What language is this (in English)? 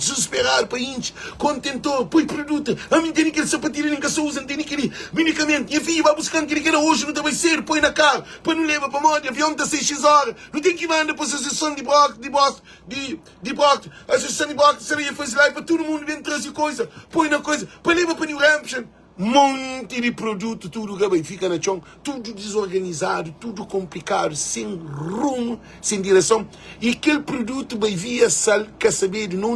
Kabuverdianu